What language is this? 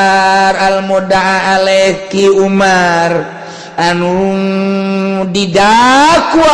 Sundanese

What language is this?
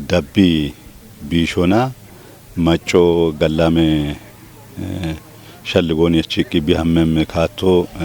Kafa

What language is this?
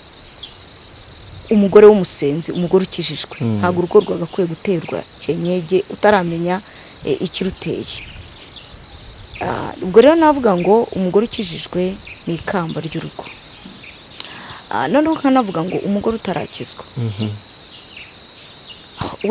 Kinyarwanda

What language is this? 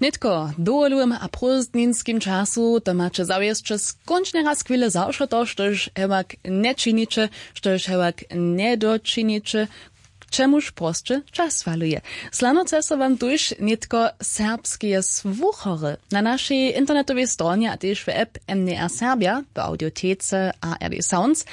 Upper Sorbian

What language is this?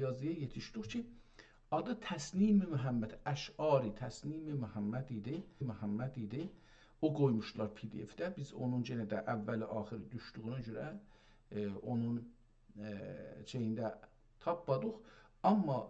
South Azerbaijani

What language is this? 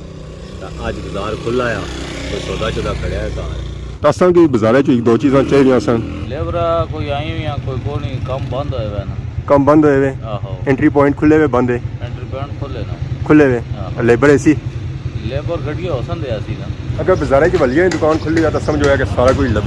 Pahari-Potwari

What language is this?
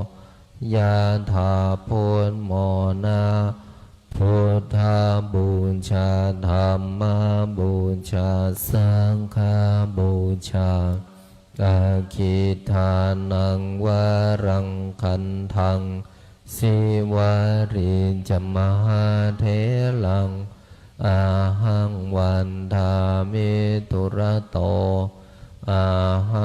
Pali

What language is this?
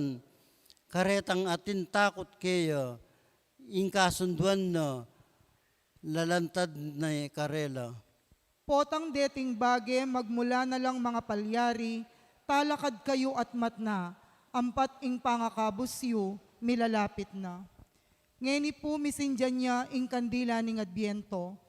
Pampanga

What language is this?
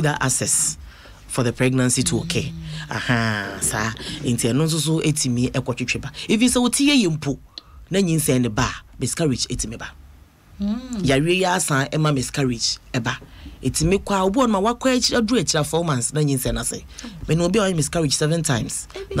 Akan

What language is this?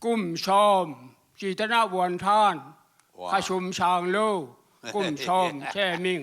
Tedim Chin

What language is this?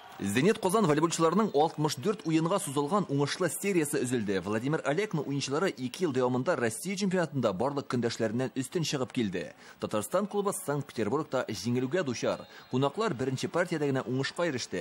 Tatar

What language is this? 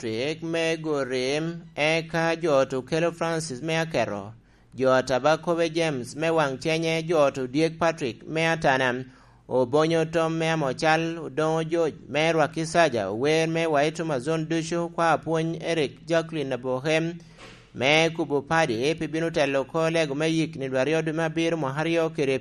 Lango (Uganda)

